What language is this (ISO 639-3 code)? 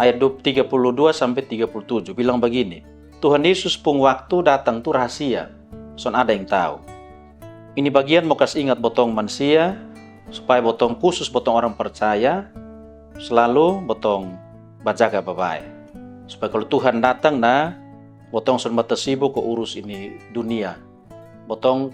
mkn